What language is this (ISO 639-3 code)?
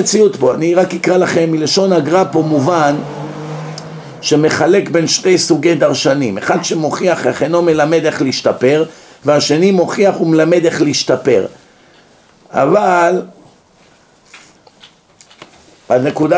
heb